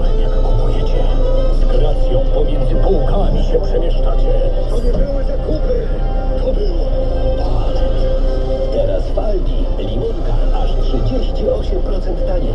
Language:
Polish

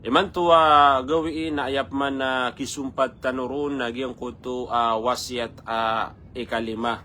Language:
Maranao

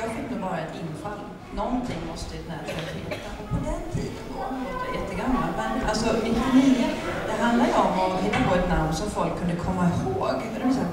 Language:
Swedish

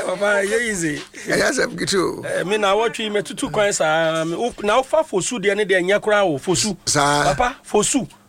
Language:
Akan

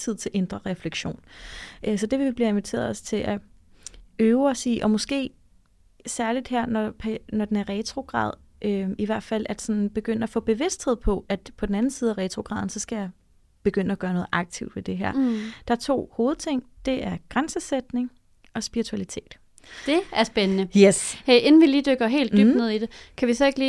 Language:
Danish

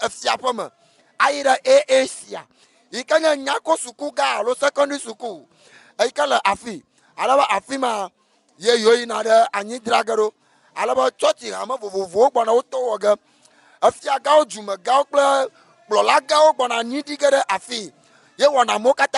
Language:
Ewe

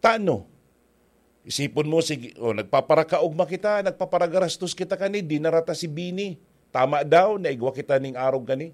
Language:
Bikol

